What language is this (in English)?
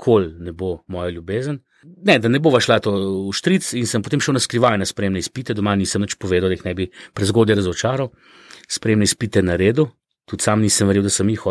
Slovenian